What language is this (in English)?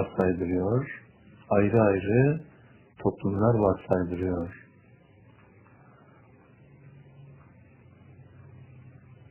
Turkish